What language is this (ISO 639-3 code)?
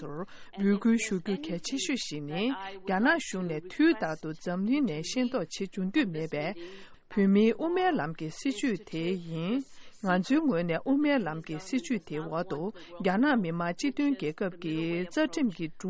bod